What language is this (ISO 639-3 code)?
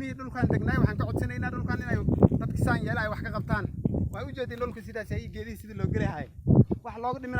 som